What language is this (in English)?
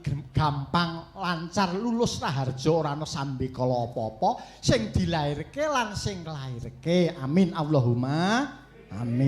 Javanese